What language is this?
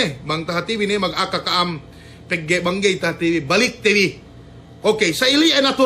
Yakan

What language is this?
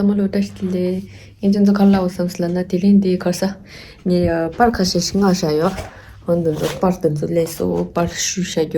Tibetan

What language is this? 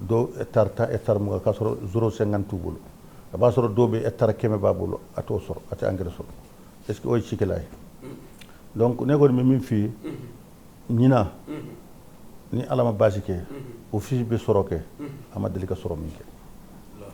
Bambara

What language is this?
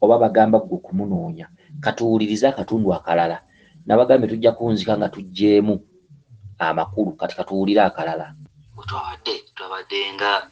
Ganda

